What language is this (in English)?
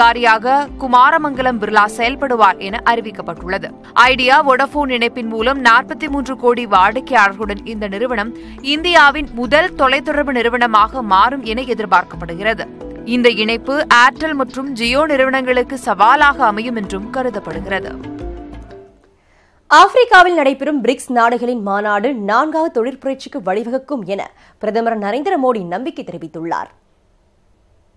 Tamil